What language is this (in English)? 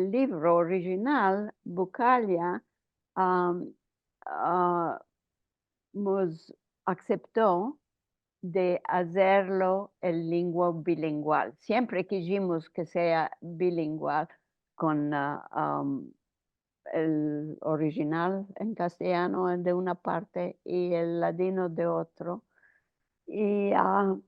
Ladino